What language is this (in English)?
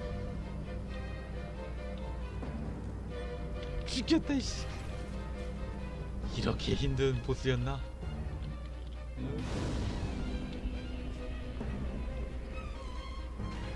Korean